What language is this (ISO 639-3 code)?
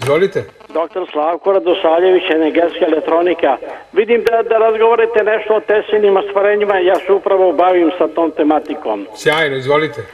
srp